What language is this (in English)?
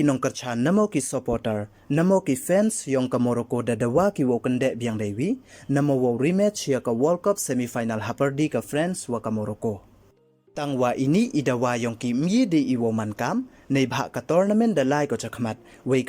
Pnar